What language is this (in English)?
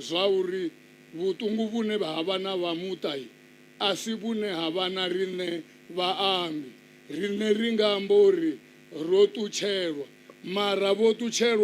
Venda